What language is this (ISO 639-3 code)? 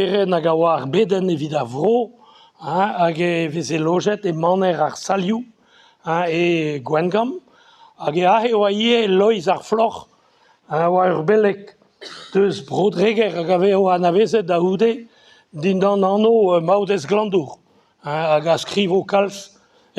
bre